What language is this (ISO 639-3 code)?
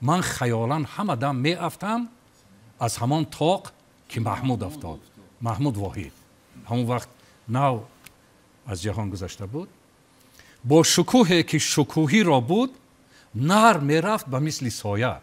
tgk